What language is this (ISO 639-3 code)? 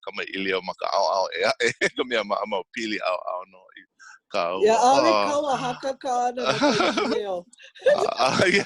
haw